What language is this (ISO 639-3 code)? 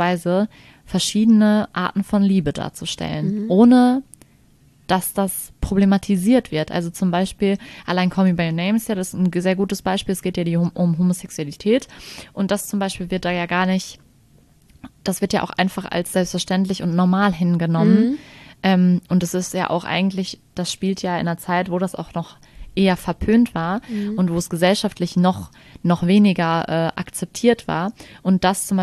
deu